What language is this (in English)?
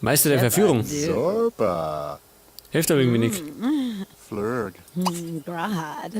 Bavarian